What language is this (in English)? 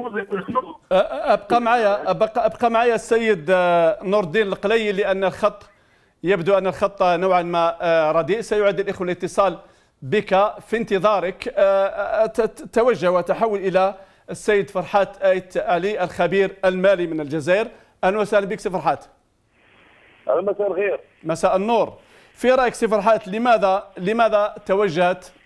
Arabic